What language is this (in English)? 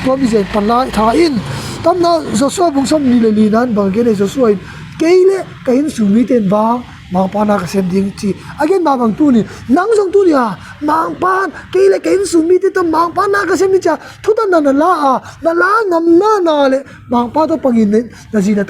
Tedim Chin